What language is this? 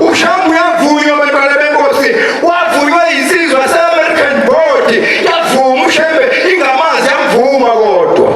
Zulu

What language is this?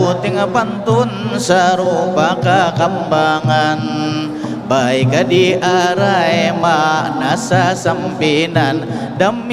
Banjar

